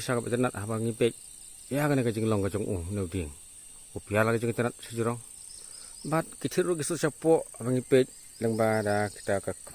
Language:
Khasi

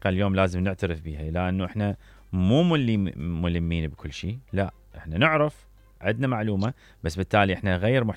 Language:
Mesopotamian Arabic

